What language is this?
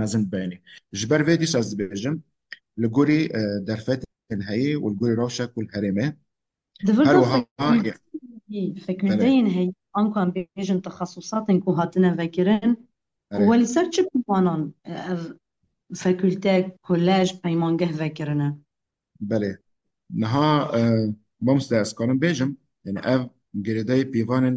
Kurdish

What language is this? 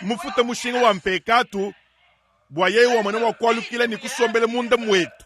Luba-Lulua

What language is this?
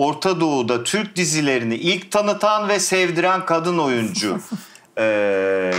Turkish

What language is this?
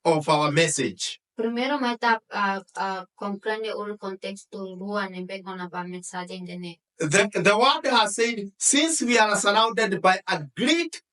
Tetum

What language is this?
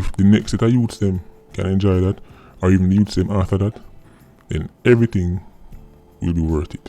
Jamaican Creole English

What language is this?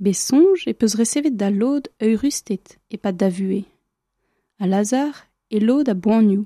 Breton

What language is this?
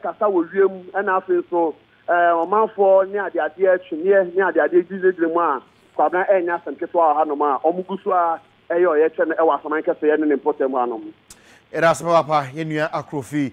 Akan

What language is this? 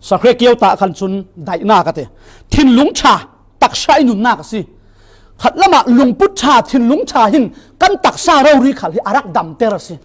Falam Chin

